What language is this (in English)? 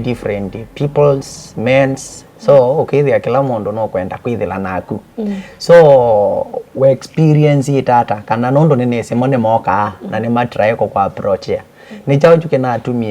Kamba